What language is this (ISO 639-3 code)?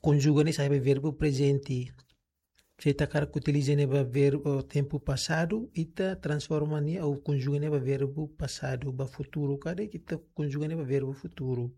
tet